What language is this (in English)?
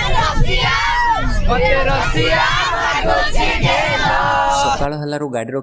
Odia